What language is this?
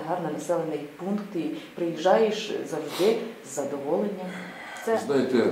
Ukrainian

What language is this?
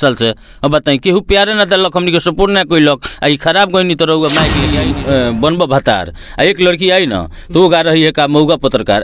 Bhojpuri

